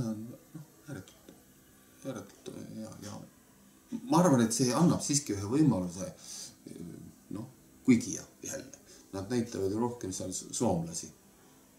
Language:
Estonian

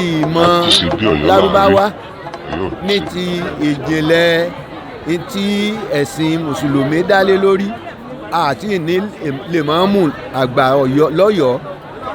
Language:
Yoruba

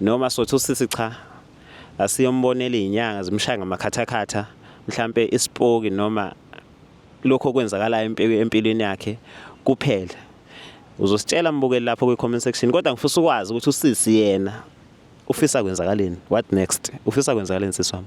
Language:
Zulu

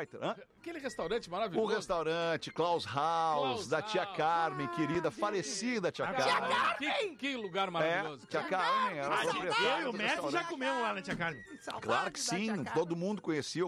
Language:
Portuguese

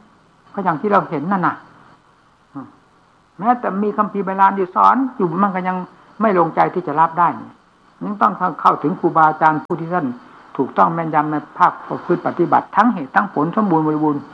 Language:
Thai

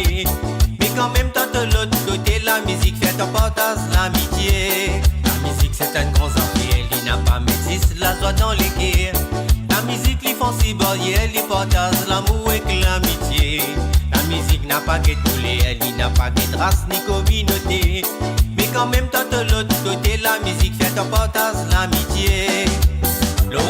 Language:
Morisyen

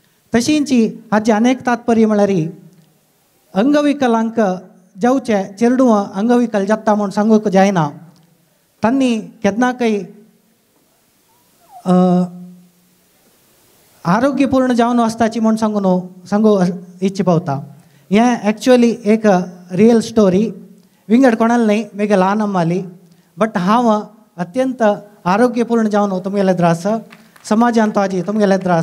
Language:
Konkani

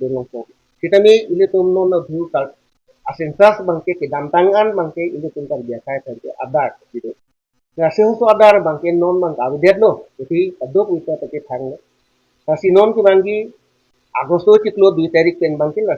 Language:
Karbi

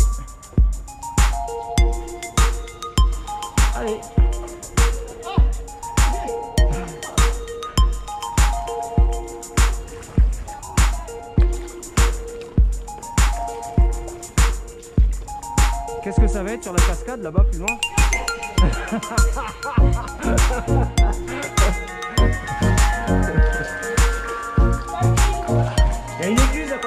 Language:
French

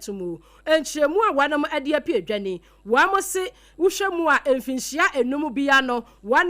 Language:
Akan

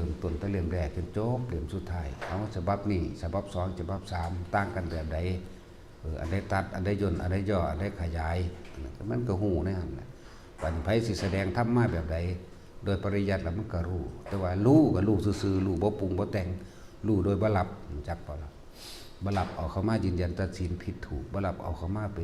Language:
Northeastern Thai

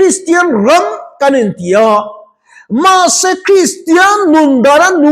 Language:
Mizo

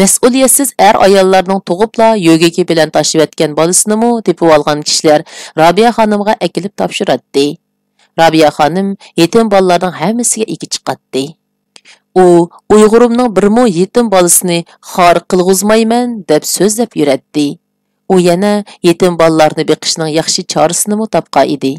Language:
Uyghur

